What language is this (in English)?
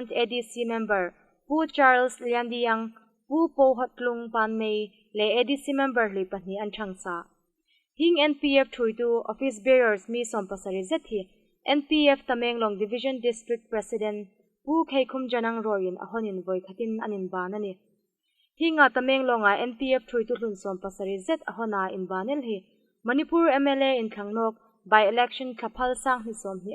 Hmar